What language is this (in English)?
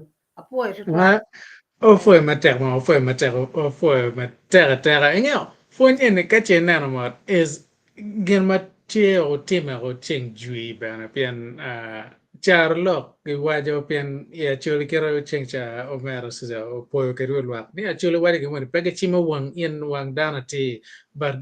Acoli